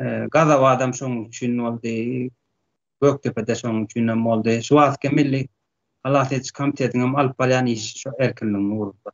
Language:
Turkmen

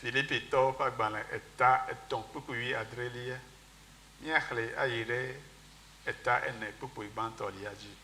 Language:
Ewe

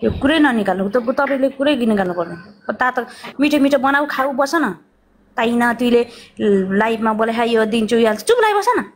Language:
Nepali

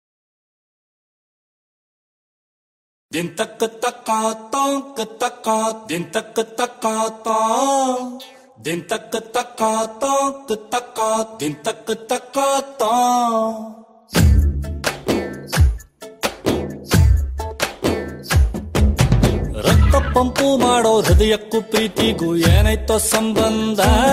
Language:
Kannada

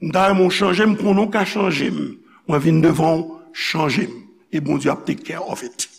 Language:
Haitian Creole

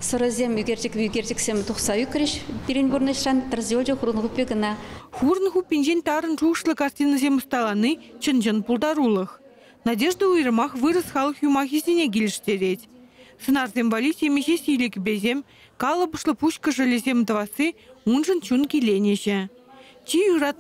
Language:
Chuvash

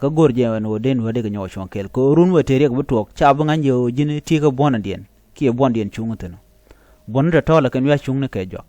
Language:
Nuer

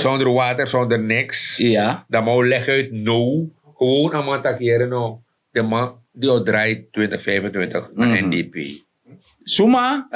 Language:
Sranan Tongo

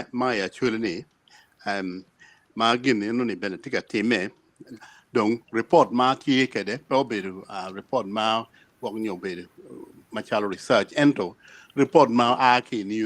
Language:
Acoli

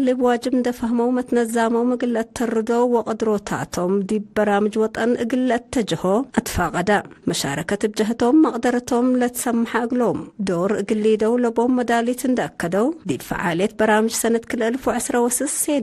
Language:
Tigre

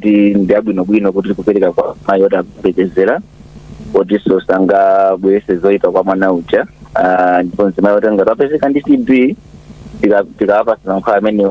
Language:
Nyanja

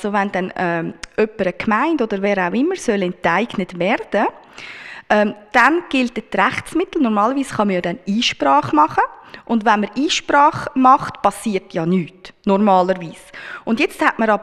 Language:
Swiss German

